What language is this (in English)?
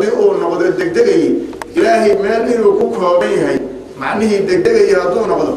Somali